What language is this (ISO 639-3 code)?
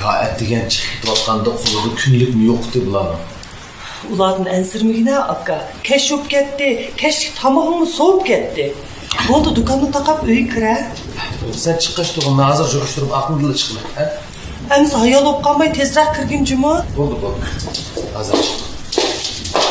uig